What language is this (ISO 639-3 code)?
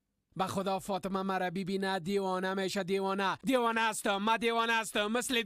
fas